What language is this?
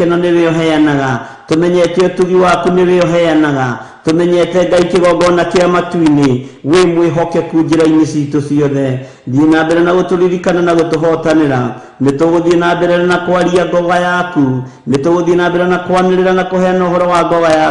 Kikuyu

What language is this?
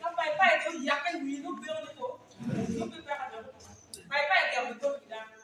Acoli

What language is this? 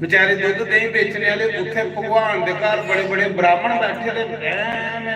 Dogri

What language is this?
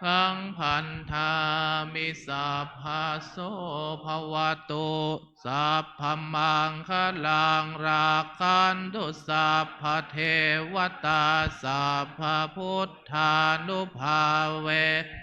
Pali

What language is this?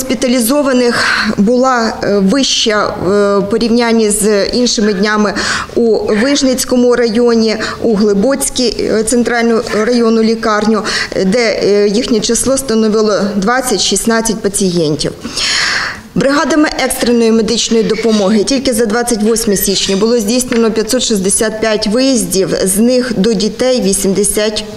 Ukrainian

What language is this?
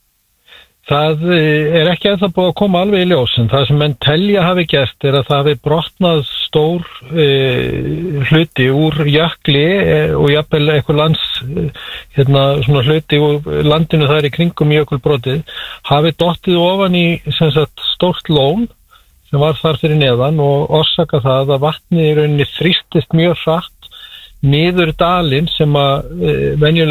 Icelandic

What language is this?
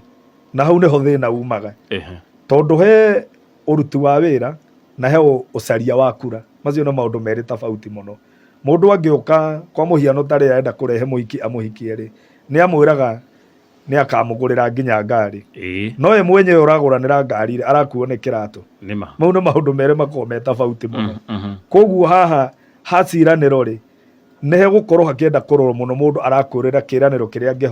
Kikuyu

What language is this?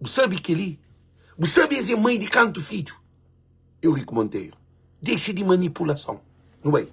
Kabuverdianu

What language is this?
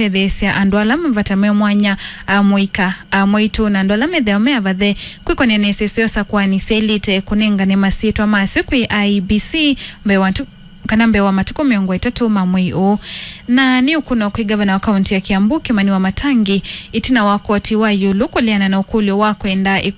Kamba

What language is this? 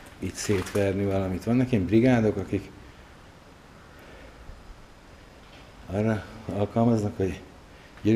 Hungarian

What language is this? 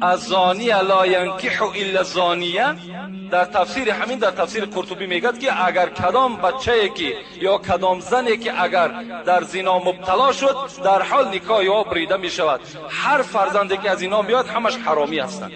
Tajik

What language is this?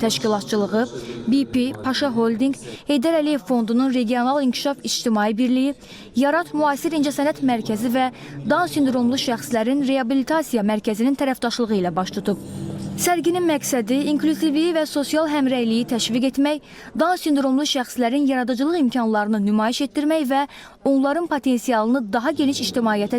Azerbaijani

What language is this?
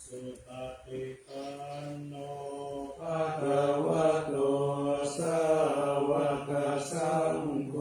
Pali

